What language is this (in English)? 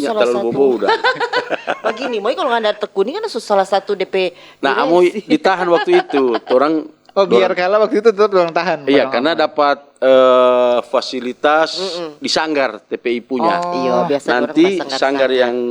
Manado Malay